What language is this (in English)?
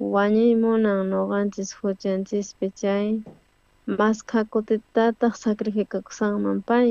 South Bolivian Quechua